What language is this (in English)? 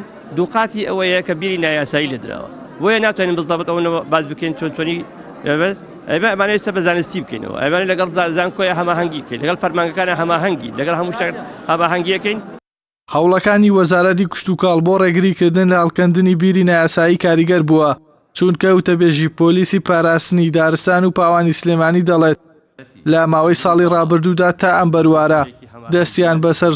Central Kurdish